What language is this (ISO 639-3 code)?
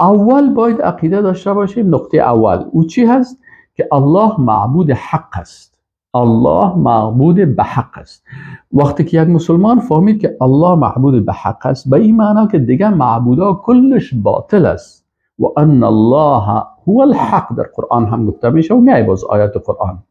fas